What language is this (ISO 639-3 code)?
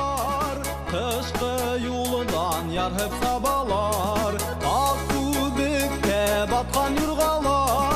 bak